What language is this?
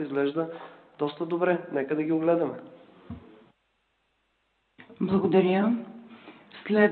Bulgarian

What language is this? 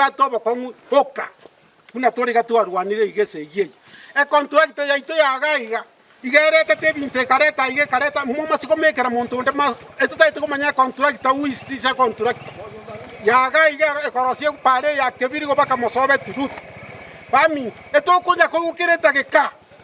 Gusii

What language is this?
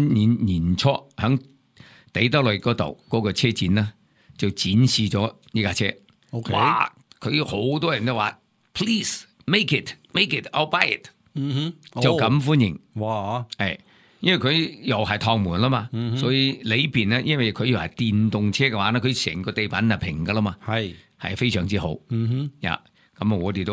Cantonese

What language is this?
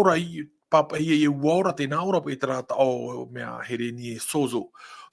Tahitian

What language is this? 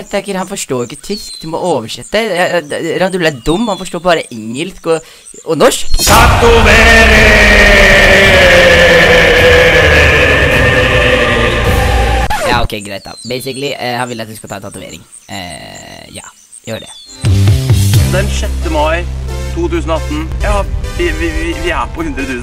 Norwegian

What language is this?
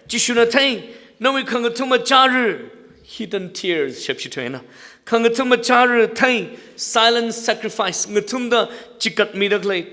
Tangkhul Naga (India)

